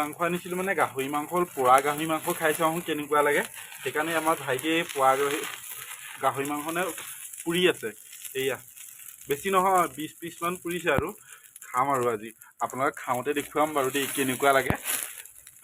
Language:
Assamese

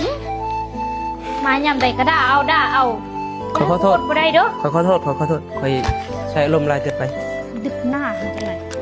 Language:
Northeastern Thai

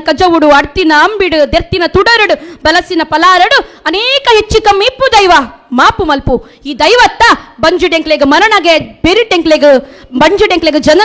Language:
Tulu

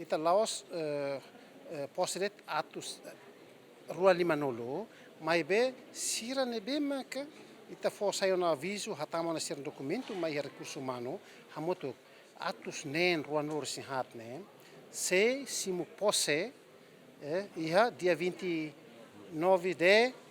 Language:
Tetum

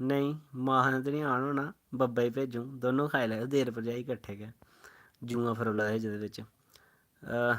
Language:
Dogri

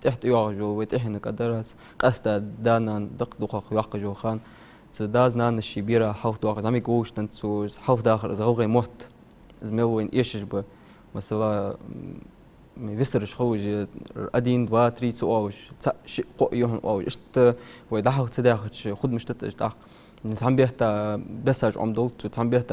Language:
Ingush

